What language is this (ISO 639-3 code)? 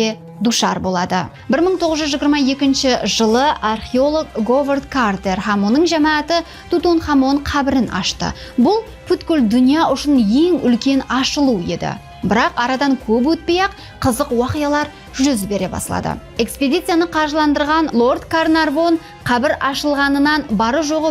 kaa